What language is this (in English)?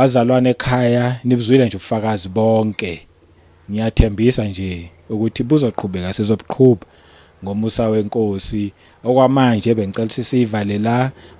Zulu